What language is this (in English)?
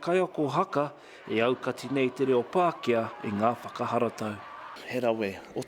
Māori